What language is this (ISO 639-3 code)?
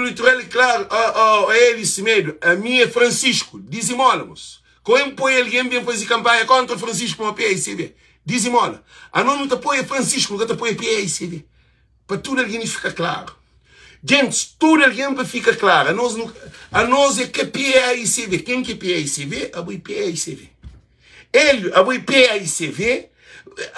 kea